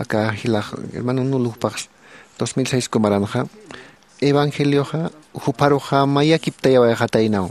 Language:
Aymara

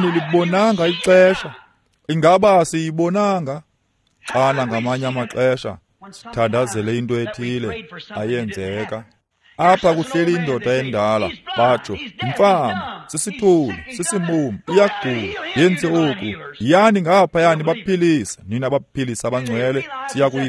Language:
Xhosa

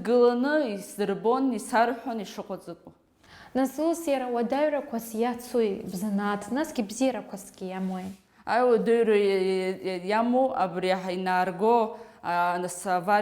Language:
Abkhazian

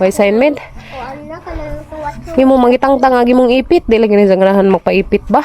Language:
Cebuano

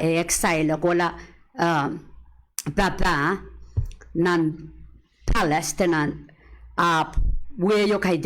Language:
Pohnpeian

